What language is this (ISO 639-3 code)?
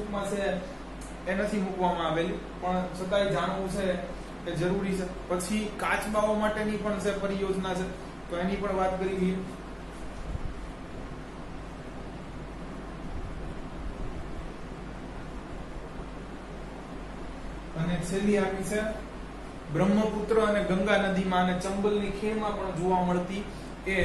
guj